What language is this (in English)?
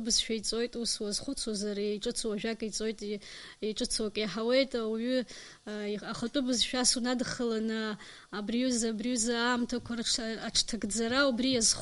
Abkhazian